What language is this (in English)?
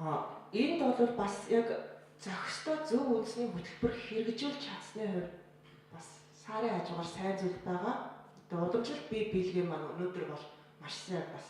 Mongolian